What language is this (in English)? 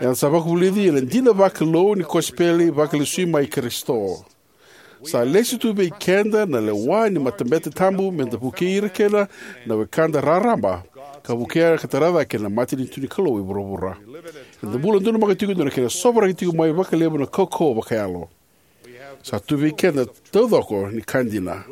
Fijian